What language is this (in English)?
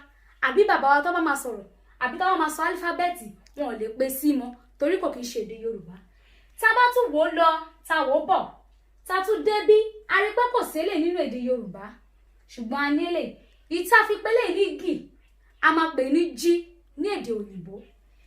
Yoruba